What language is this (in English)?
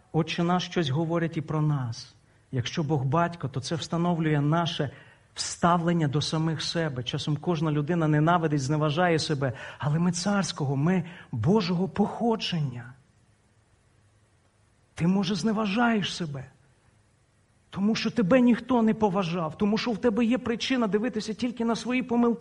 Ukrainian